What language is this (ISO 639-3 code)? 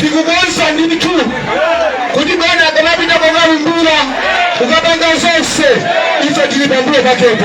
nya